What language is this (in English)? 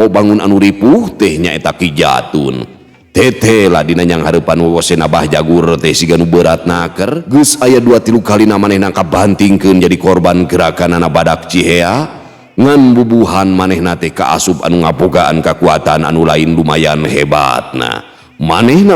Sundanese